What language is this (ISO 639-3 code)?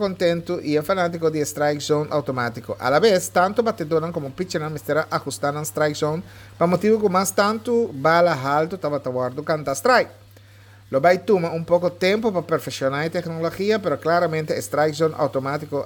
pap